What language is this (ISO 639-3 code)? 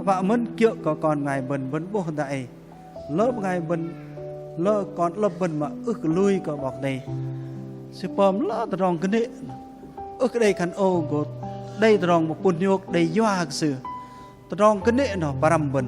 bdq